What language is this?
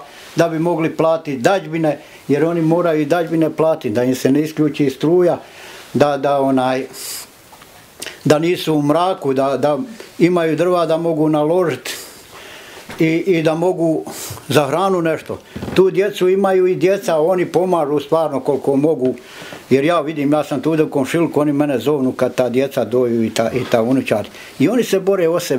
Bosnian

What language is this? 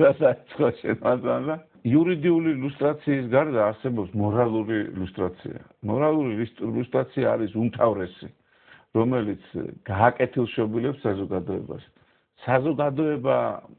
Georgian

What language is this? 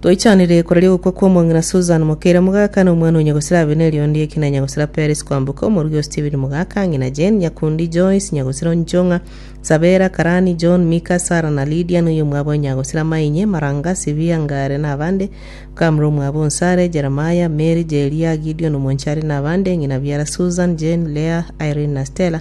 Gusii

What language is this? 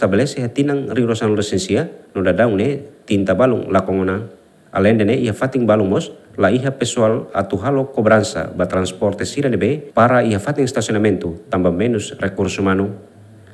Tetum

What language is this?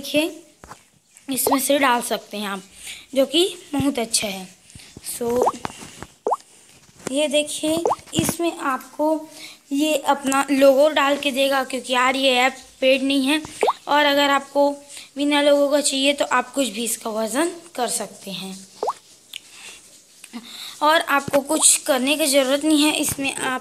Hindi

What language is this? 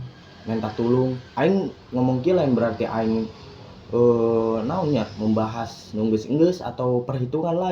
Sundanese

